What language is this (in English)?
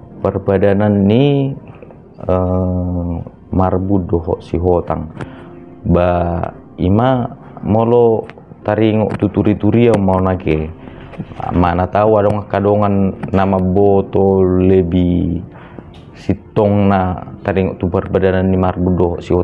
Batak Toba